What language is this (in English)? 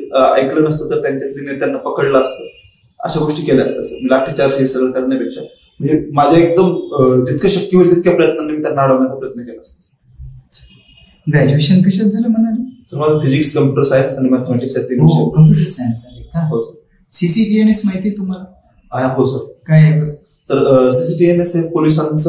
Marathi